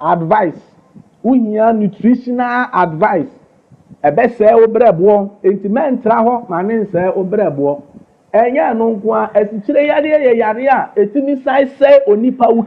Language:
Akan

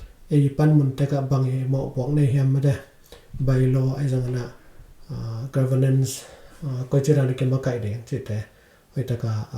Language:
Tedim Chin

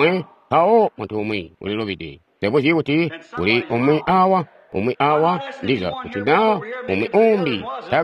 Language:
Tonga (Zambia)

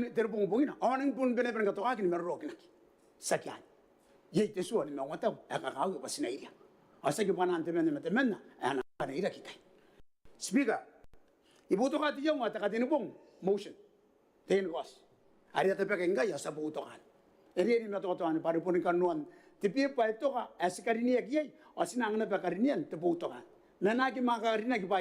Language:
Gilbertese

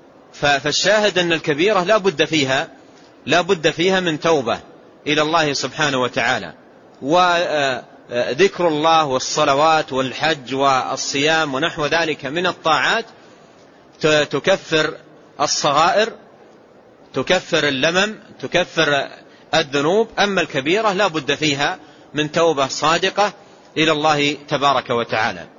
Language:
Arabic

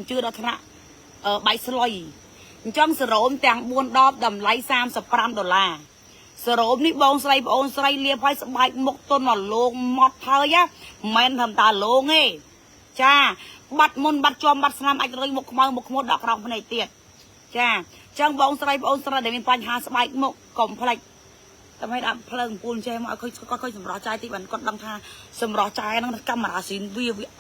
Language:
Khmer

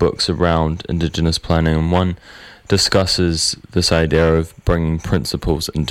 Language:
English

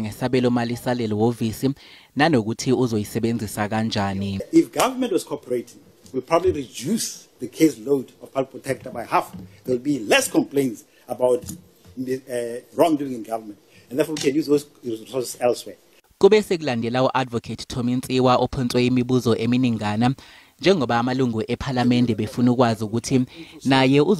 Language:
Zulu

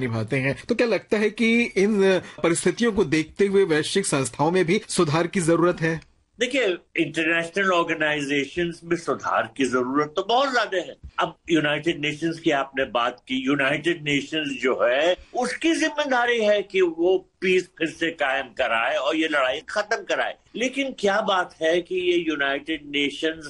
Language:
Hindi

